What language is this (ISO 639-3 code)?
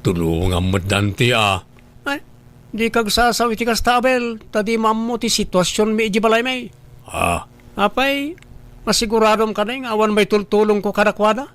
ilo